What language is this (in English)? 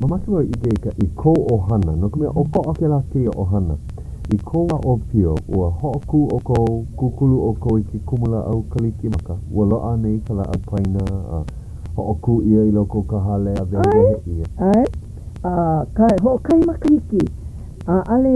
Hawaiian